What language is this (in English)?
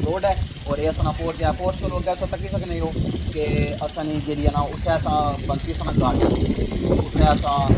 Pahari-Potwari